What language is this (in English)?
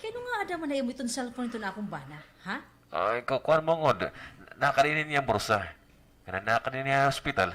Waray